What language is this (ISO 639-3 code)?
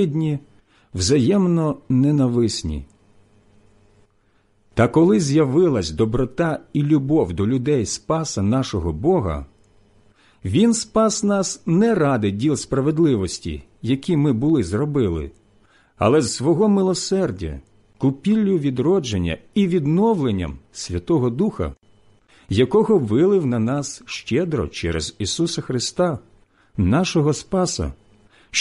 ukr